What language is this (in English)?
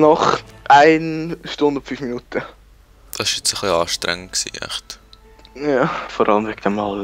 Swiss German